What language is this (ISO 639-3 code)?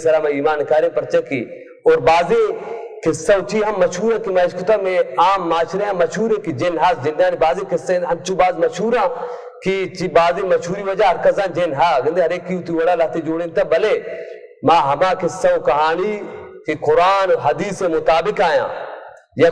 bal